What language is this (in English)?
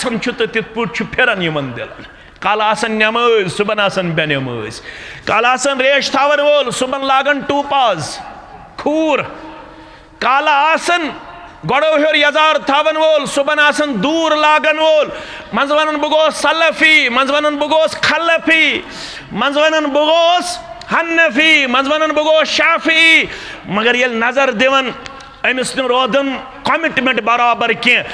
Kashmiri